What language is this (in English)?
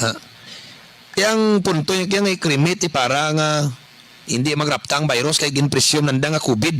Kinaray-a